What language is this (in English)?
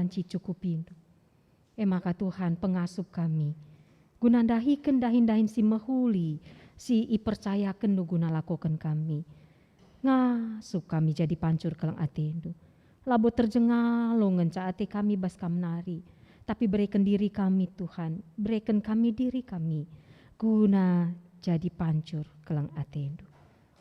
Batak Karo